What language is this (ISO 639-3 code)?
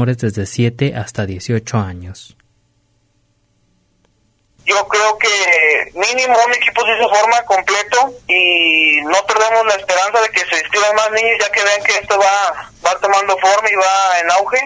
spa